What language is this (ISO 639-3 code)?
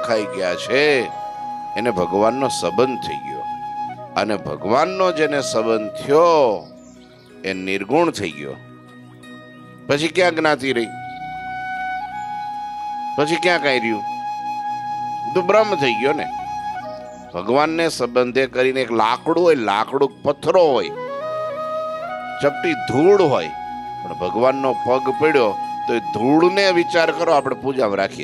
guj